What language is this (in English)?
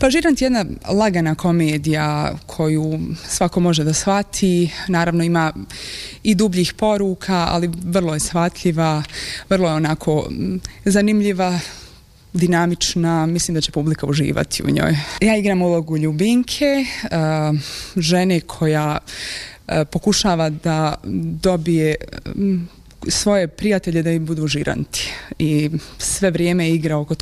Bosnian